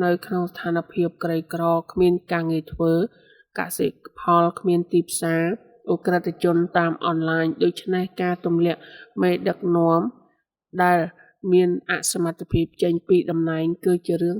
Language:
Khmer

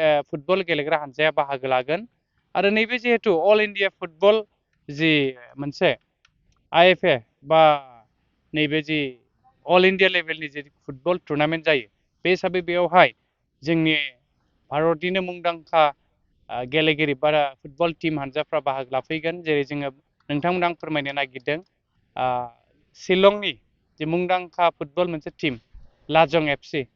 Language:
Bodo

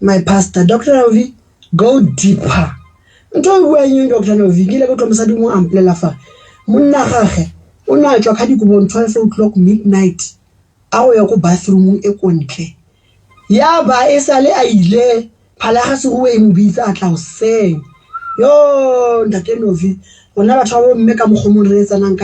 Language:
Southern Sotho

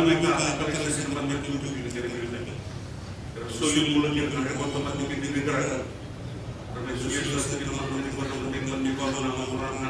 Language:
Fijian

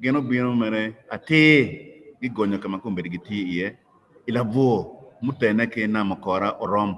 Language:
Acoli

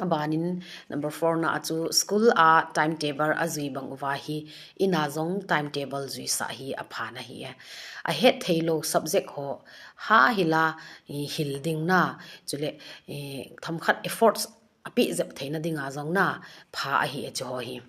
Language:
Thado Chin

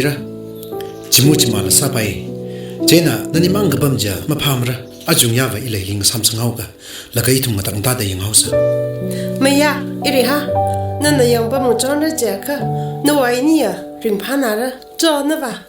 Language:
Tangkhul Naga (India)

